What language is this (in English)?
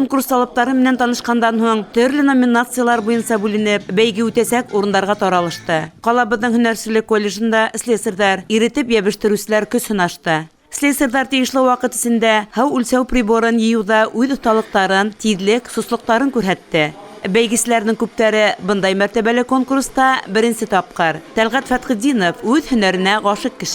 Bashkir